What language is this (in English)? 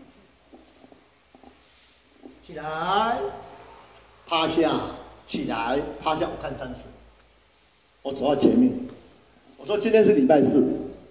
Chinese